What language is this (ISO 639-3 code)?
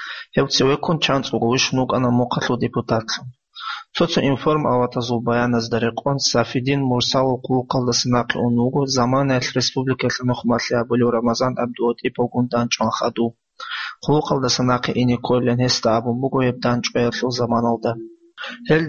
ava